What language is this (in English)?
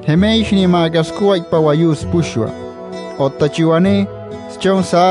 Wayuu